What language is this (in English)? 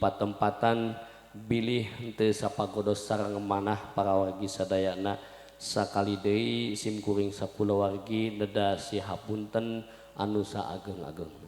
Sundanese